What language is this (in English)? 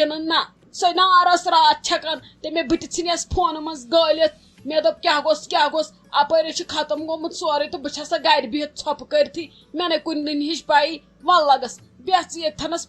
Kashmiri